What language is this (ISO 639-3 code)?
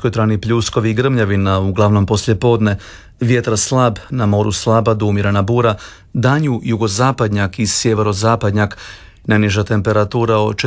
hrv